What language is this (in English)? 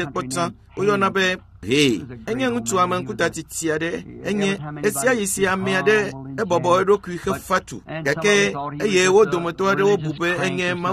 Ewe